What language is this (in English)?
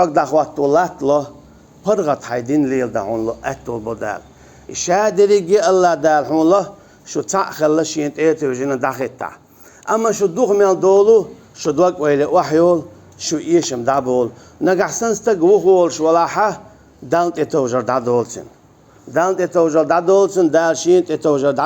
Chechen